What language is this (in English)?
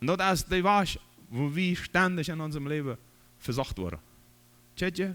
Plautdietsch